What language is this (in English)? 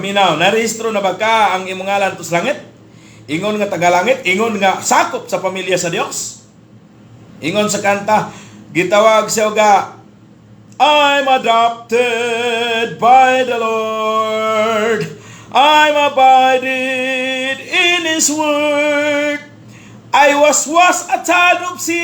Cebuano